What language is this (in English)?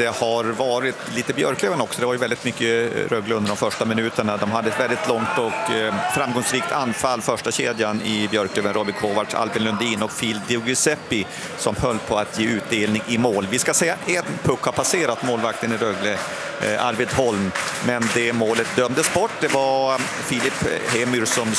Swedish